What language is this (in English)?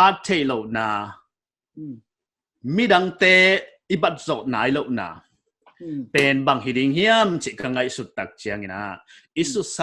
Paite Chin